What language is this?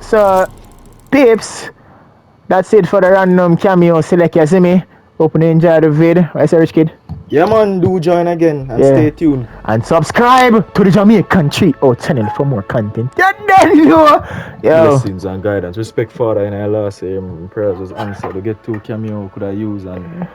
Jamaican Creole English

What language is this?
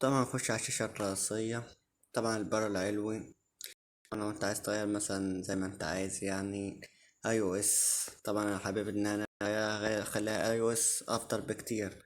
Egyptian Arabic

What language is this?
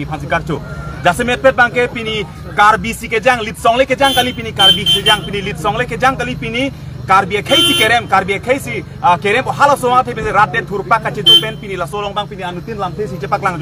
Karbi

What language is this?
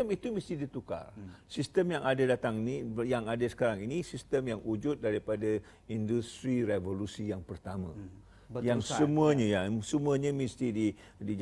Malay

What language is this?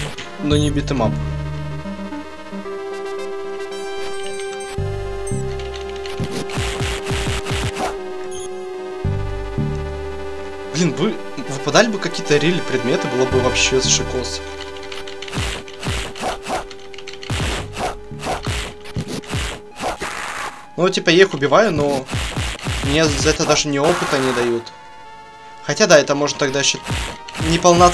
Russian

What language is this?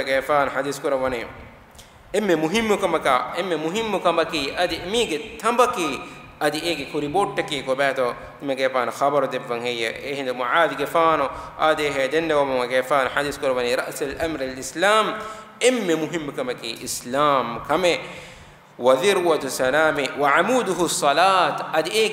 Divehi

